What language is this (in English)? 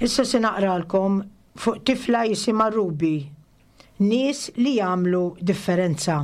Maltese